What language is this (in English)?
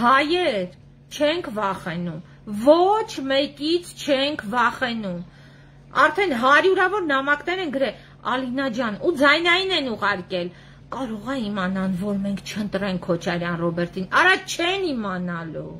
Armenian